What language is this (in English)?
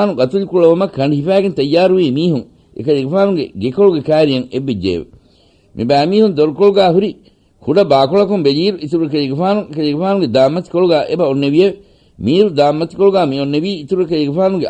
Divehi